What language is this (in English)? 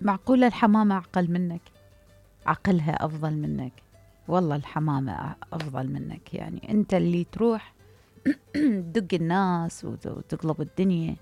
Mesopotamian Arabic